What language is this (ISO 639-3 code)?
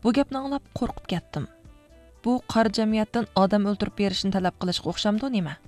uig